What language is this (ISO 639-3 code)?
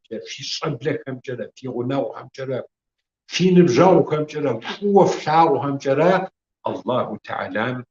kbd